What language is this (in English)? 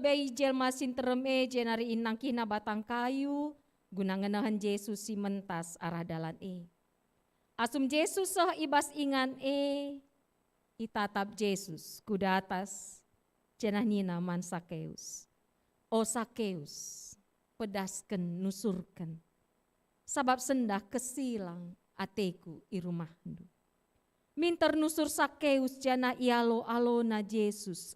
Batak Karo